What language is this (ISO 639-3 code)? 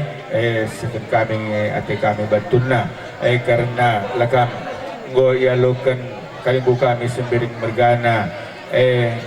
btx